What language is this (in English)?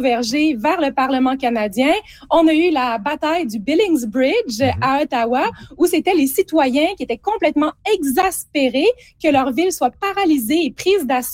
French